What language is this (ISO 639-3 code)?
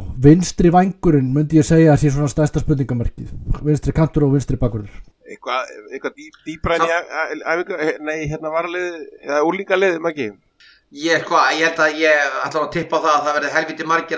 isl